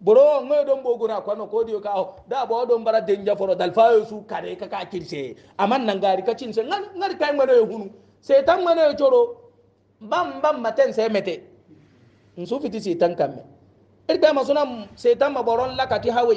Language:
Hausa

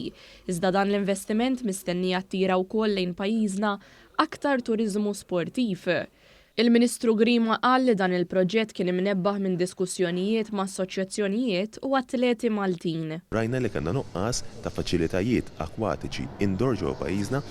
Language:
Maltese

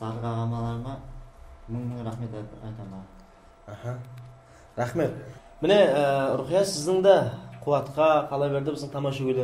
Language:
Kara-Kalpak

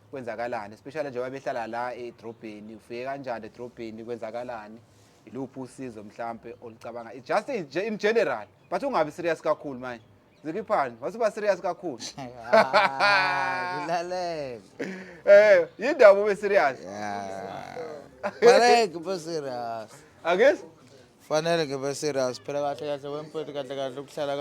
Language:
Zulu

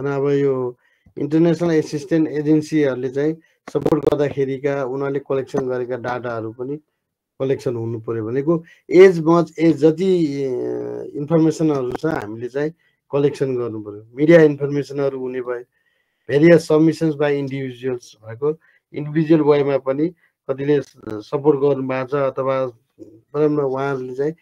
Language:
Nepali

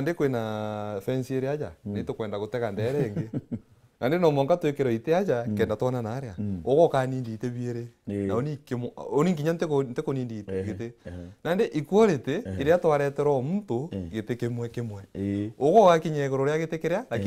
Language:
Meru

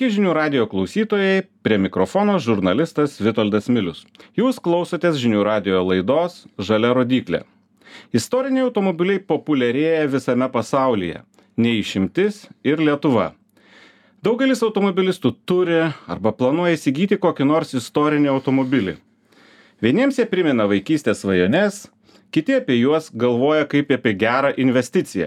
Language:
Lithuanian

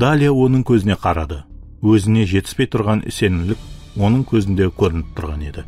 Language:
Kara-Kalpak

